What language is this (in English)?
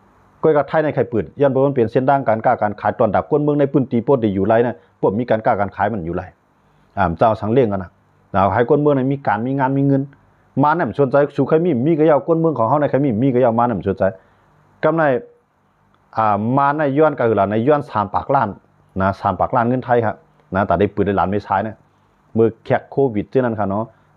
Shan